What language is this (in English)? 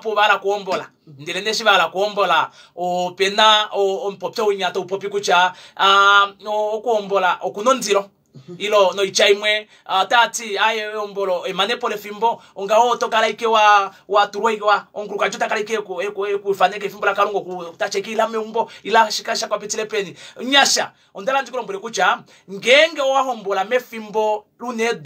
Kuanyama